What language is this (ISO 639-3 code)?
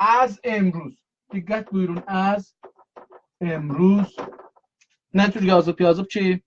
azb